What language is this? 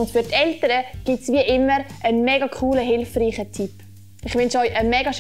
Swiss German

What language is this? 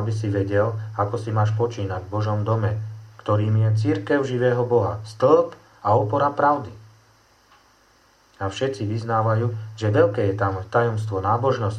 Slovak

